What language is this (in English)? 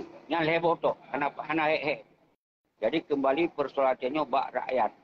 Achinese